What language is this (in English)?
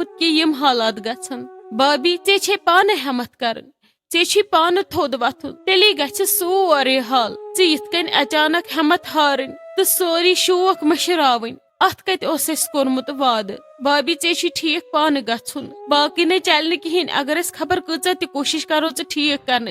Kashmiri